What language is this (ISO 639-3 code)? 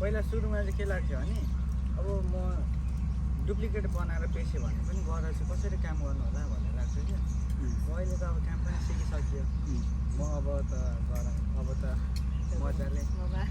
nep